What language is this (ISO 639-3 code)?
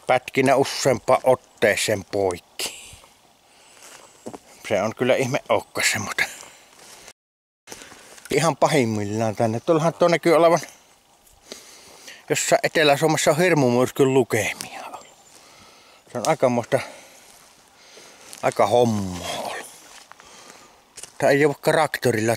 fin